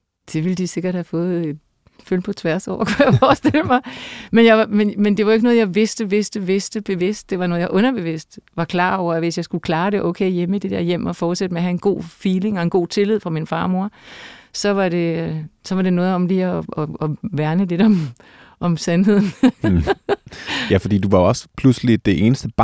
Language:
Danish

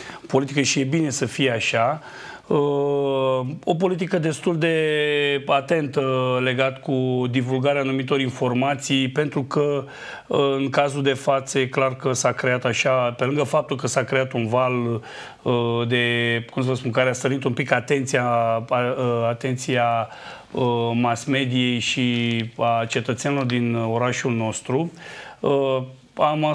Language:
Romanian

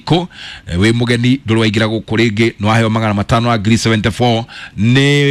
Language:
Kikuyu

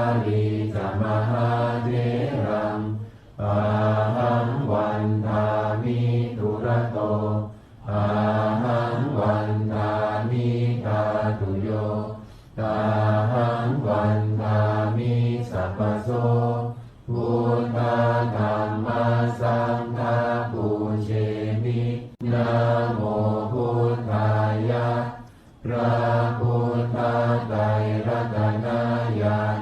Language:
Pali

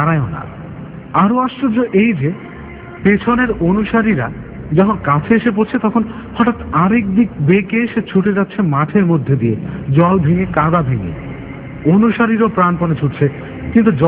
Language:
Bangla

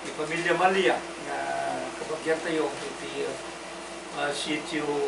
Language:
Iloko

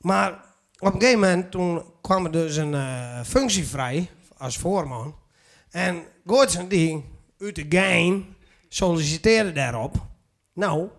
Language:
Western Frisian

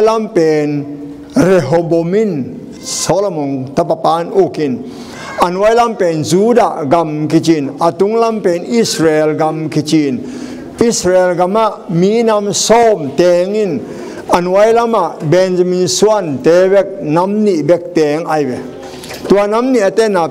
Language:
Tedim Chin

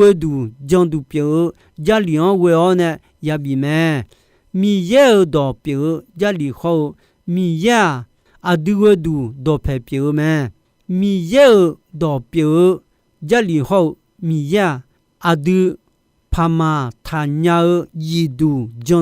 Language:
Akha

